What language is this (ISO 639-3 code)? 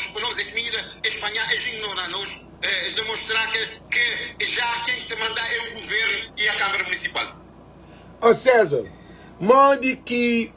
kea